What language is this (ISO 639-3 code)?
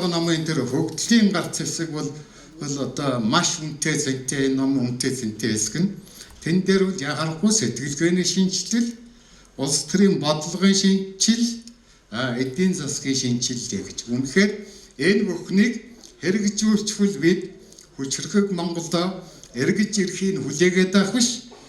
mon